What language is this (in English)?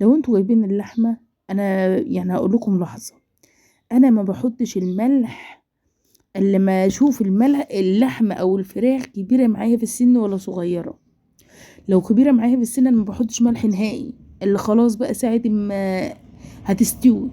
Egyptian Arabic